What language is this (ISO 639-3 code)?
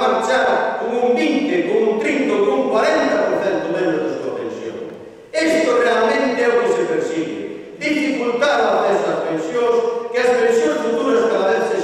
glg